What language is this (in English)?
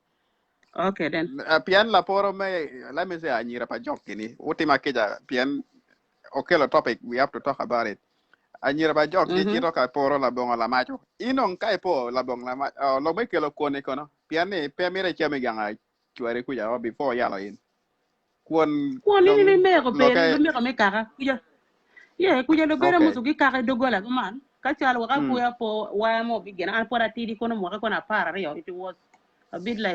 Acoli